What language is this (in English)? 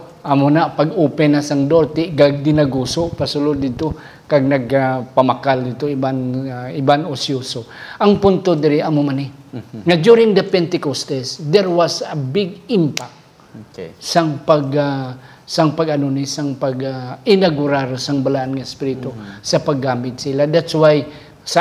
Hiligaynon